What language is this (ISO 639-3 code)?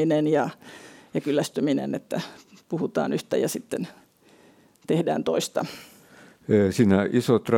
fin